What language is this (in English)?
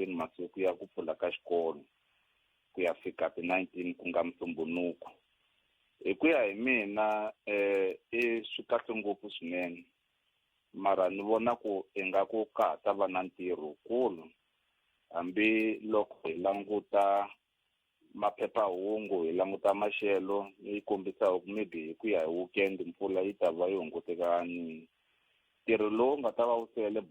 Tsonga